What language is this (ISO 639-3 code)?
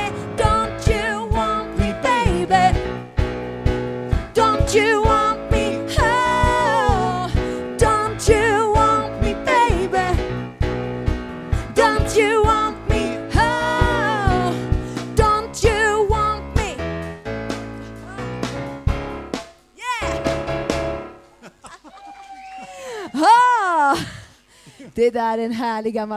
swe